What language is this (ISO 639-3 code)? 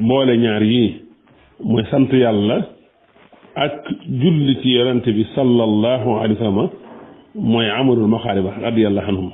wol